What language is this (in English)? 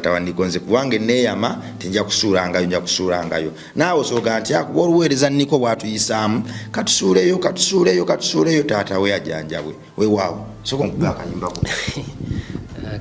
Ganda